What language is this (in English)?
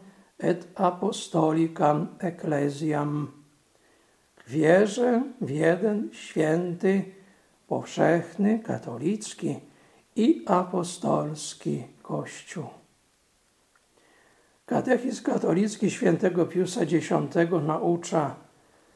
Polish